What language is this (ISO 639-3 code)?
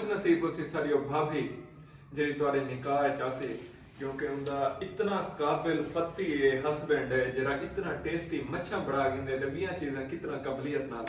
skr